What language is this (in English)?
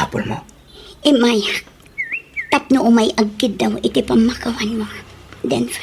Iloko